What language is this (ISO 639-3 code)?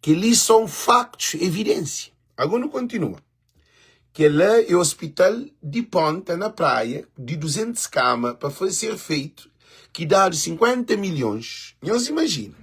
kea